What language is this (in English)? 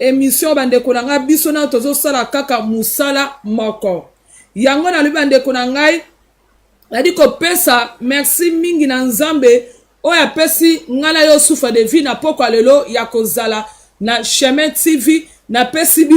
Lingala